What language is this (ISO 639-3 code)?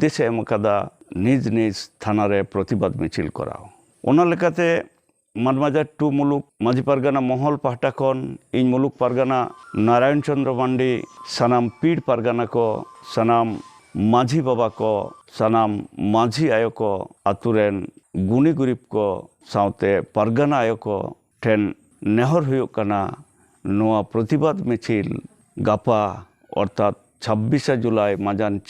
sat